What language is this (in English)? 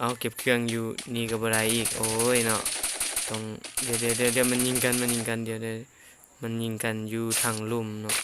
Lao